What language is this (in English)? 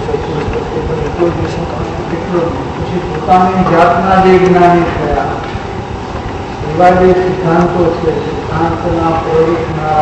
Gujarati